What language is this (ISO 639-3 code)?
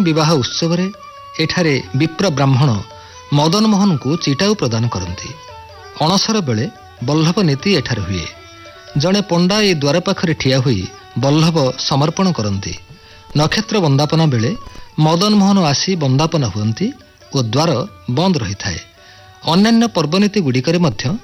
ori